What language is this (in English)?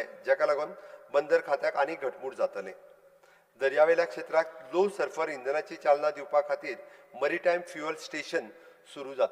Konkani